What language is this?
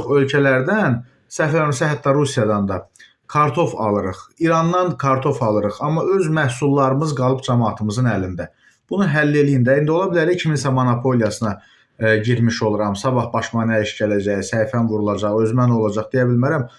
Azerbaijani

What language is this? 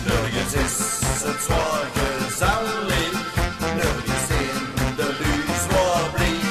Limburgish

